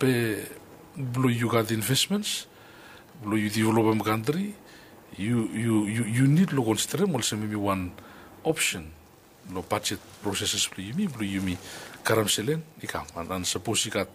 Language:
Bislama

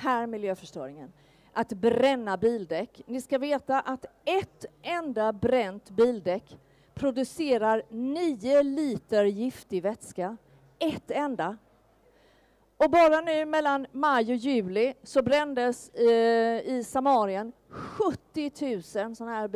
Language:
Swedish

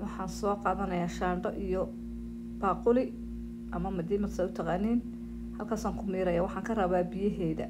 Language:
Somali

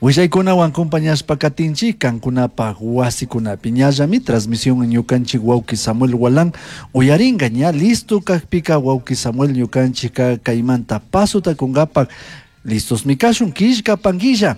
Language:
Chimborazo Highland Quichua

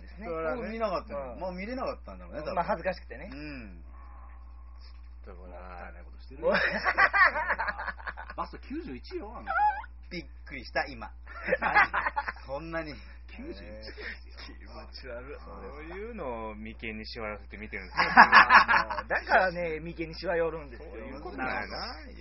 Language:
Japanese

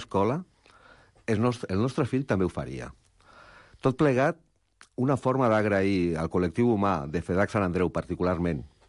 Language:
Catalan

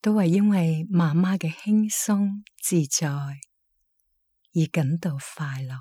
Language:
Cantonese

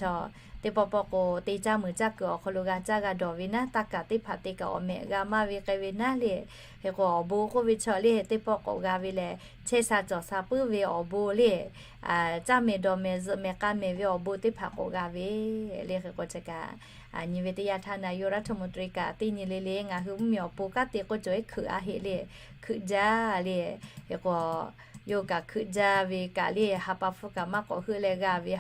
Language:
Lahu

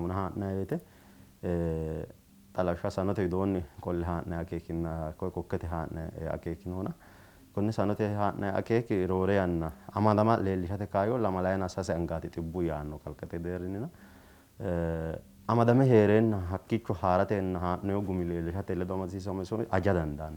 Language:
Sidamo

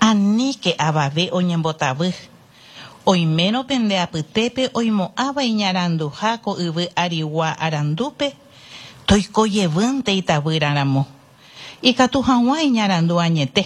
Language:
Guarani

